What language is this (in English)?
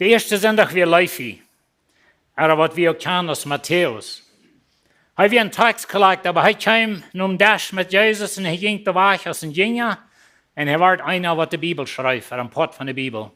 Plautdietsch